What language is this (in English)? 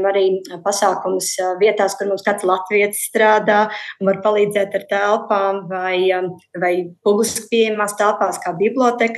Latvian